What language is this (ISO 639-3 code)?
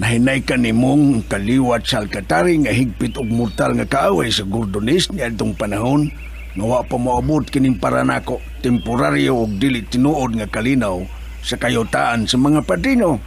ceb